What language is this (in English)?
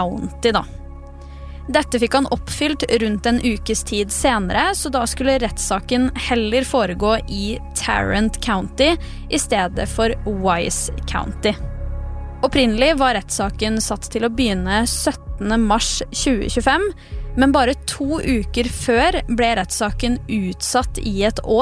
Norwegian